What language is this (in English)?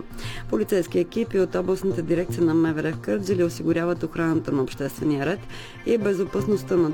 Bulgarian